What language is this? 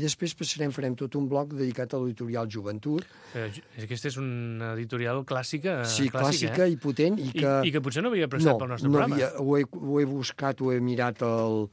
Catalan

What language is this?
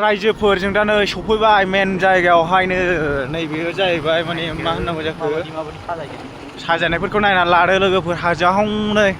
Bodo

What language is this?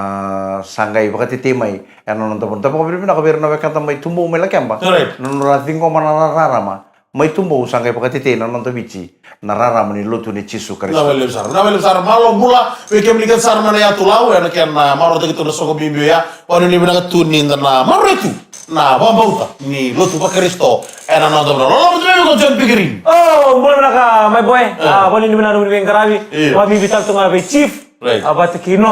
Fijian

